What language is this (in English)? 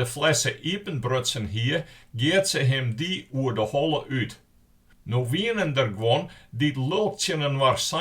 Western Frisian